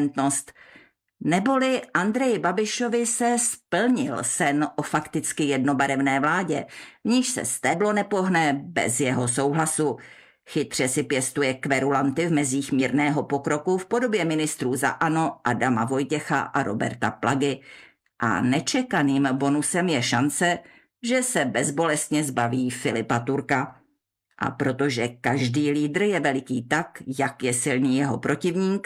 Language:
Czech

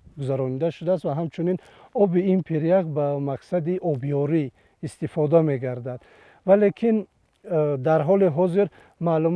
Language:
Tajik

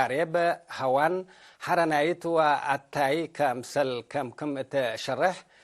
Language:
Tigre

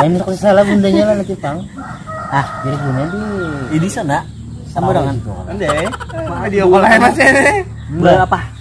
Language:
Banjar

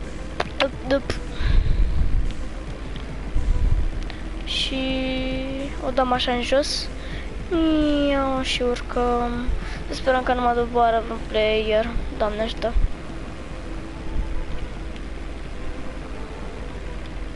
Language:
Romanian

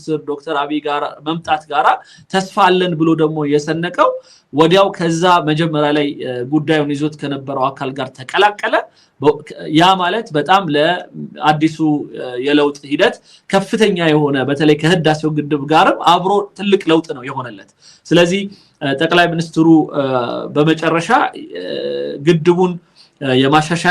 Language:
Amharic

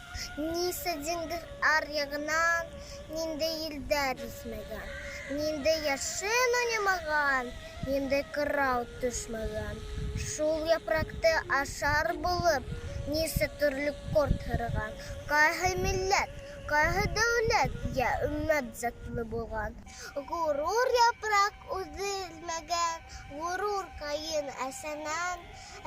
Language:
Bashkir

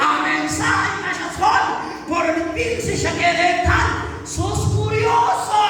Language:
Kekchí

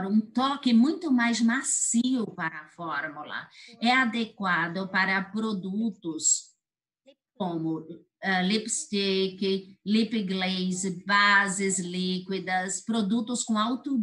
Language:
Portuguese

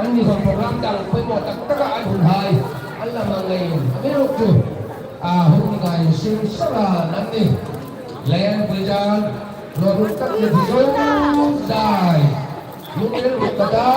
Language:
Hmar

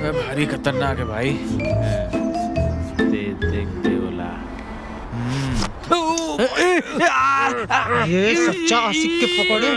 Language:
Chhattisgarhi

